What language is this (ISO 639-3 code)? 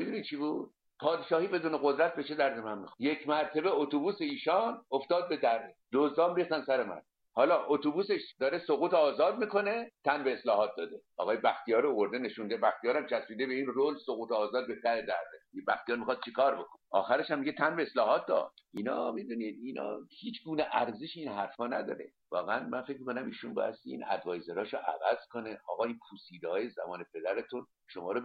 fas